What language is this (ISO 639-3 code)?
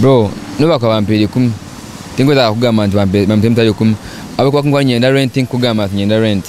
nyn